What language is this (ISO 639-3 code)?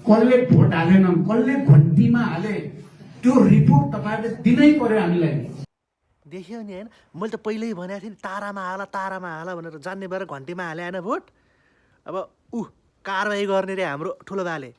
nep